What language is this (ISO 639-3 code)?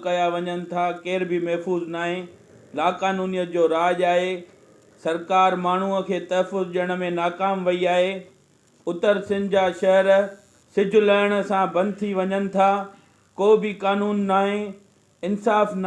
snd